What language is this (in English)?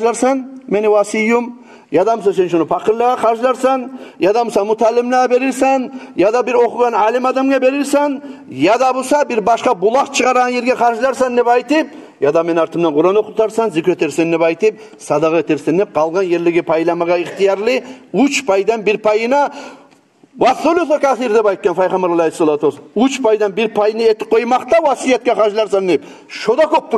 Kumyk